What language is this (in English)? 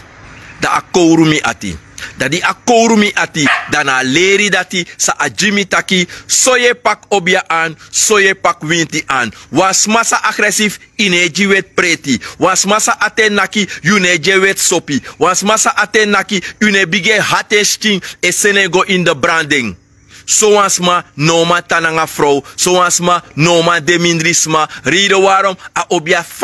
Sranan Tongo